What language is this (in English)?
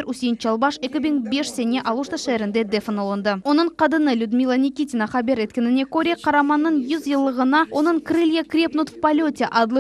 Crimean Tatar